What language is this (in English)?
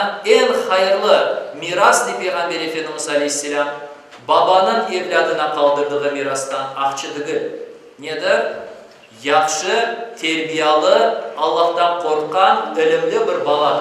Crimean Tatar